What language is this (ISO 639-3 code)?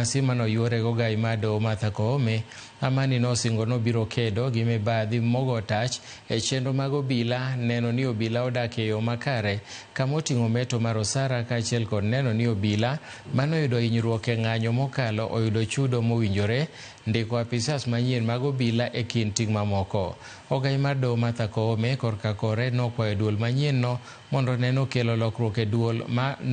luo